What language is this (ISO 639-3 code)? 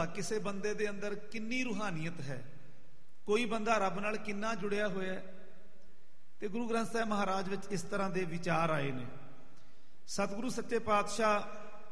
pan